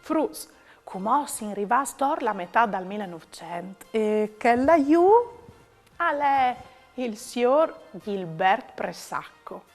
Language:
Friulian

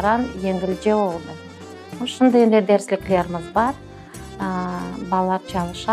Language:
Crimean Tatar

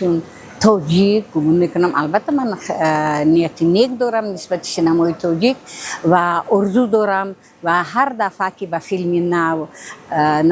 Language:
Tajik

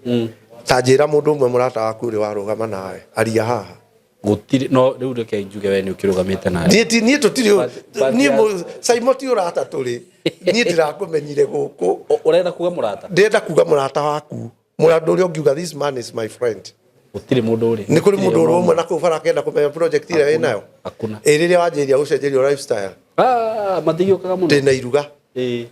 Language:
Kikuyu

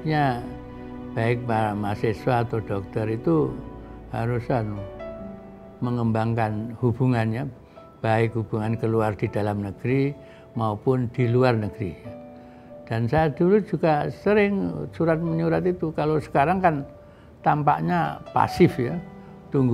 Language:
Indonesian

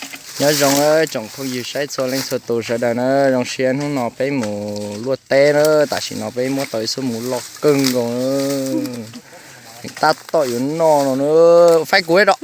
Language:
Hmong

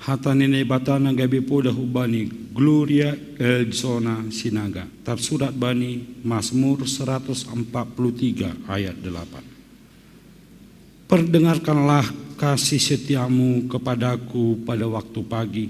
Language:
Batak Simalungun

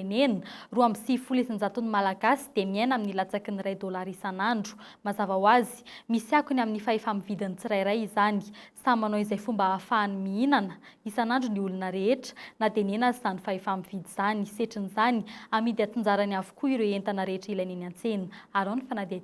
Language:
Malagasy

